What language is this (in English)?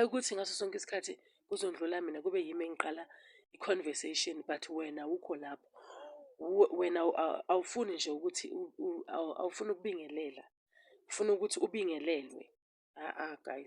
Zulu